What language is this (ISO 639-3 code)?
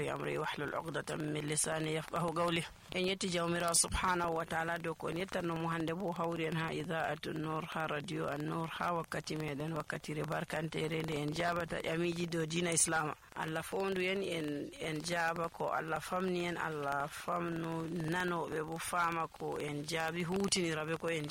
fuv